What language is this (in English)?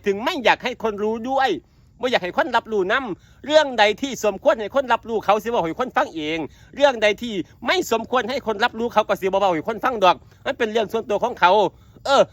Northeastern Thai